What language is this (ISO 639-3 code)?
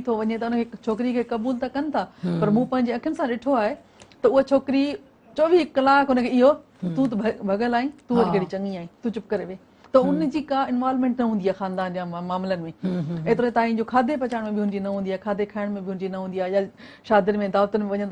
snd